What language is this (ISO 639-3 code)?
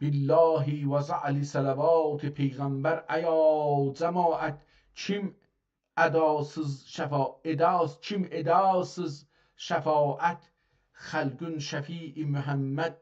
azb